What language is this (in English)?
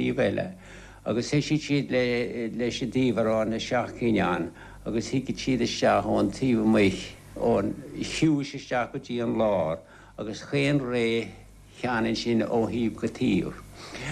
Irish